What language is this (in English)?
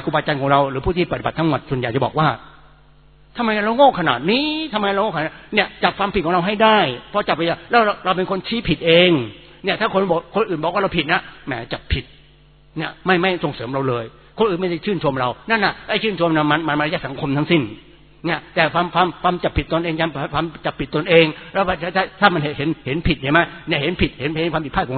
Thai